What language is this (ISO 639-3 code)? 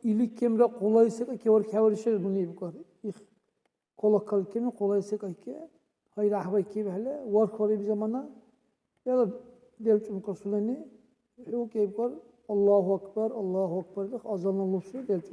dar